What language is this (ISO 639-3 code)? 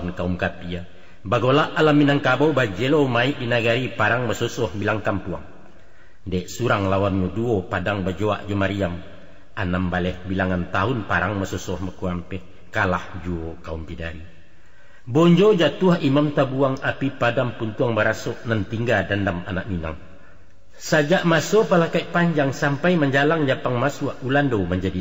min